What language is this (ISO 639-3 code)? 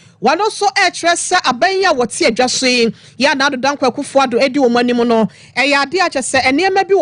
aka